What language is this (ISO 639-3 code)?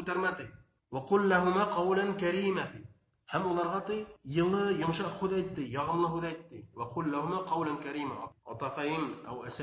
bak